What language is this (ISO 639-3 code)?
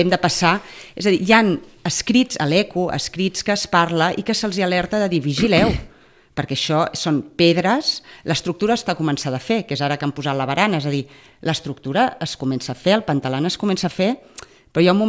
cat